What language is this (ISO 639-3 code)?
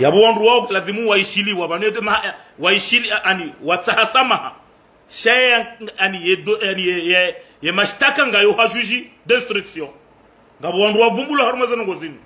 zdj